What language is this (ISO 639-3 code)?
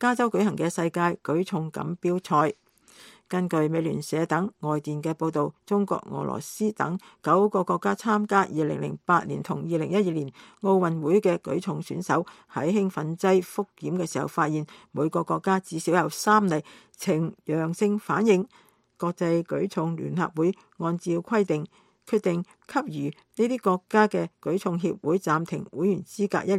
yue